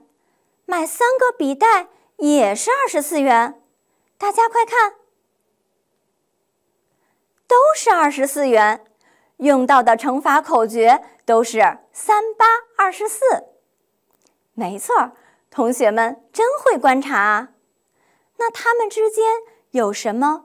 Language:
Chinese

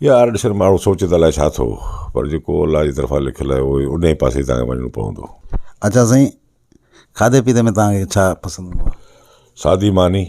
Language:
Sindhi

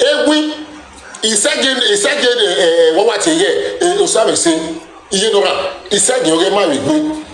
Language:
Nigerian Pidgin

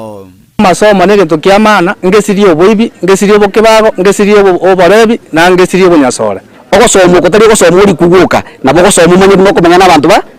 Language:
Gusii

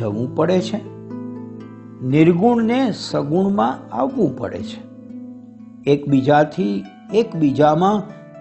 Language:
Gujarati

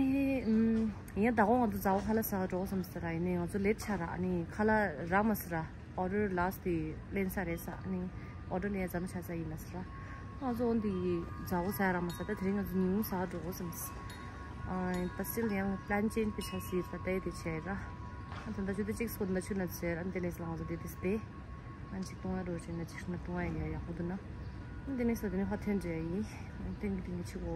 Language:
Tibetan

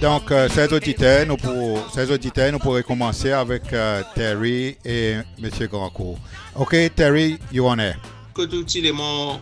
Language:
Seselwa Creole French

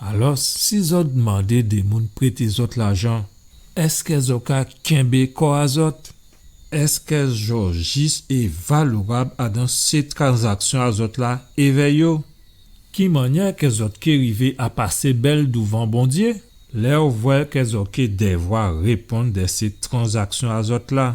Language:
Guadeloupean Creole French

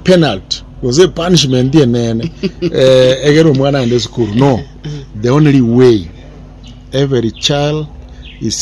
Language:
Gusii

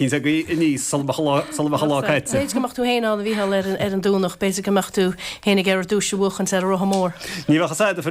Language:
Irish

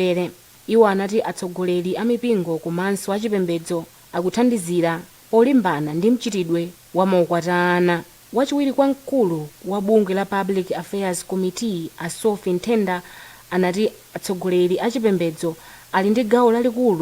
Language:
Nyanja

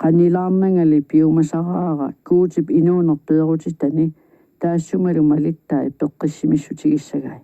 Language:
Kalaallisut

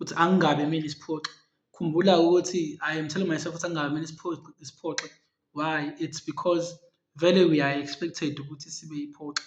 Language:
Zulu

